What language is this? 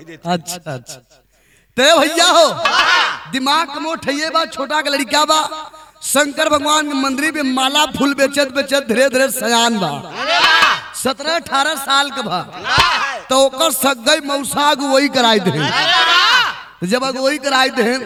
Bhojpuri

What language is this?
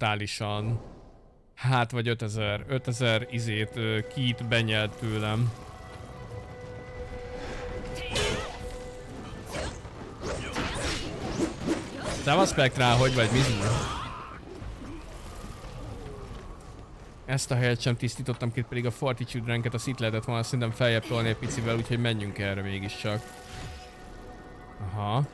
Hungarian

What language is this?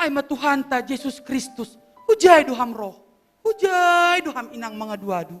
Batak Simalungun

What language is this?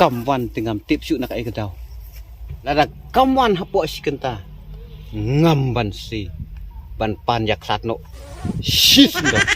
Khasi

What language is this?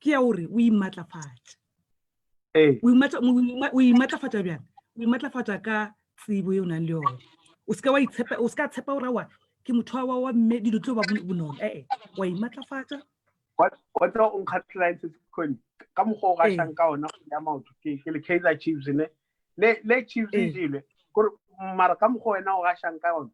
Northern Sotho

